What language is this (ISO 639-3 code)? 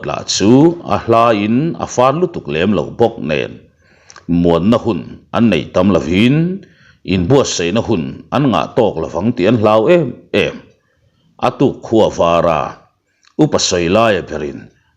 lus